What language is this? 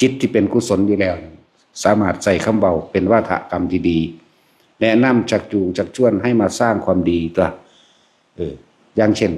Northeastern Thai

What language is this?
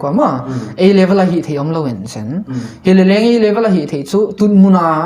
Paite Chin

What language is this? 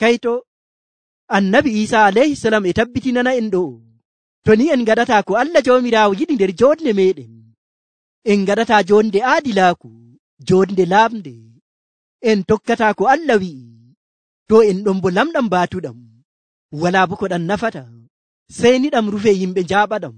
Nigerian Fulfulde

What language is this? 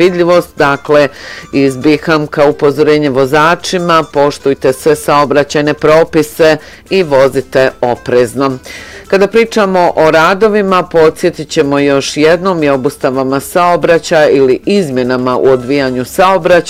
Bosnian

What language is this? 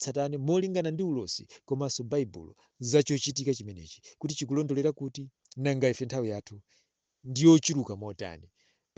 Nyanja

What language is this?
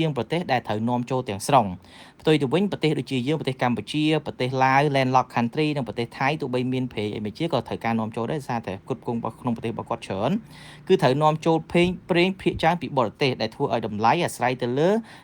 Khmer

